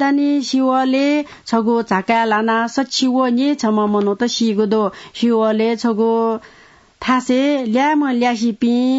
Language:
Newari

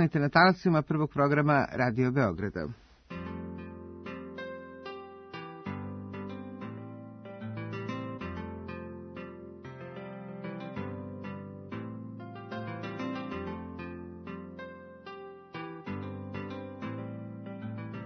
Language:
Serbian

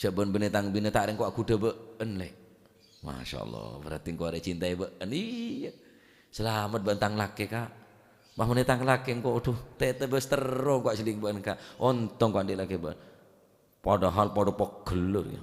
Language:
Madurese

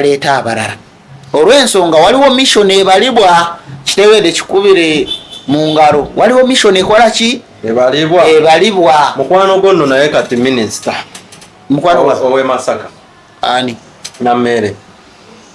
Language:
Ganda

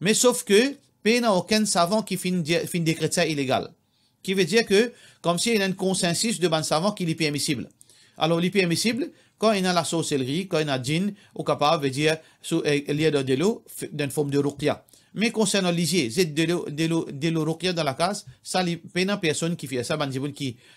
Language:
Morisyen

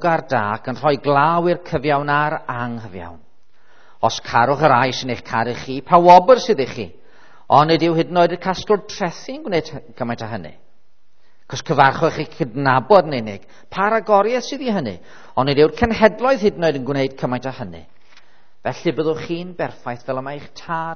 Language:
Welsh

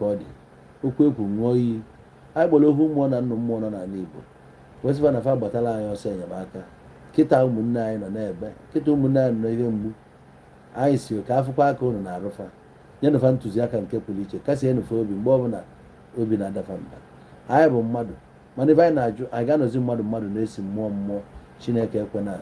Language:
Igbo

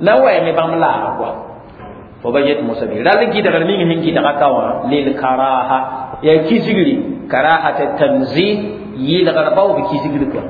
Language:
Mossi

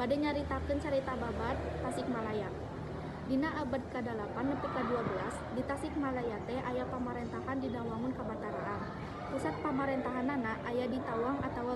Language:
Sundanese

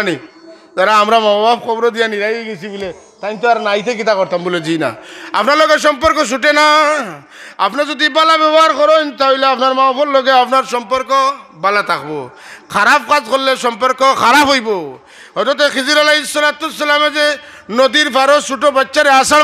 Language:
Sylheti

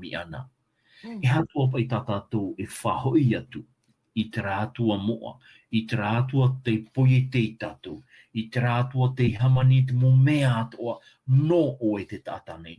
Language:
Tahitian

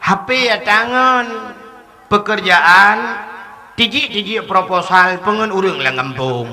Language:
Achinese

